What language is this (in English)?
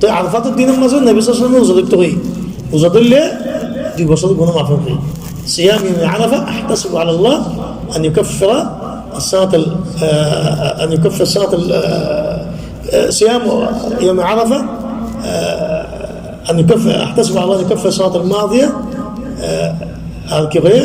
Rohingya